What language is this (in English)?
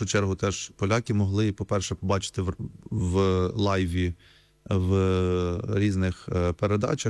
Ukrainian